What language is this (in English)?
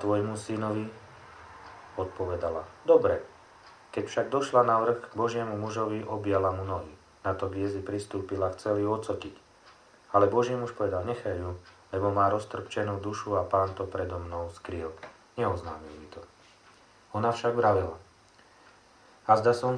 Slovak